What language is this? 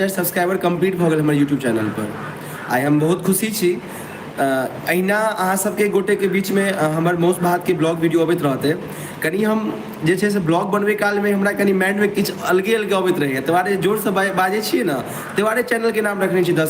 Maithili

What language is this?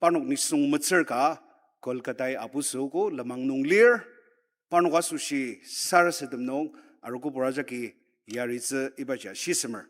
Ao Naga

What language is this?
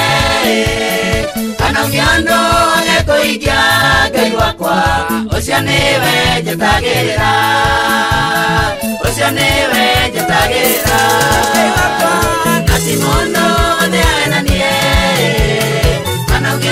Kikuyu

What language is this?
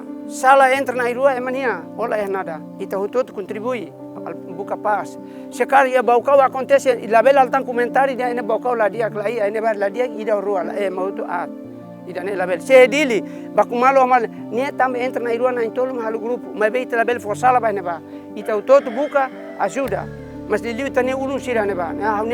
Tetum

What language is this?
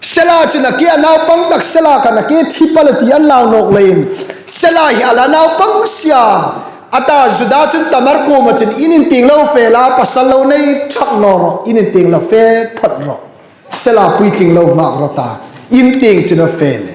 Hmar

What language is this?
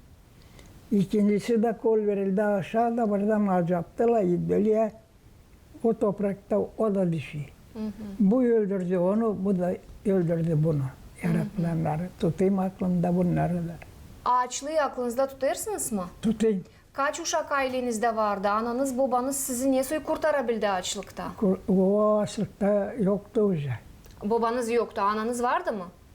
Gagauz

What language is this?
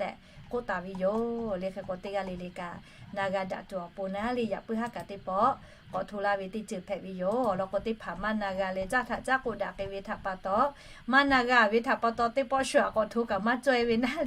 Lahu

